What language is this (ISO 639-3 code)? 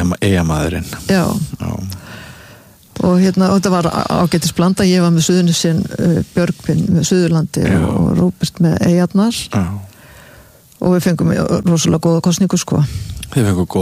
isl